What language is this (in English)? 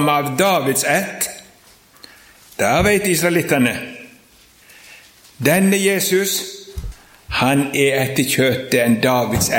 Norwegian